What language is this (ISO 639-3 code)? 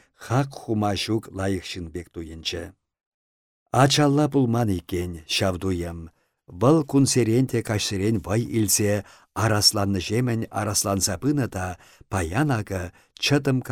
chv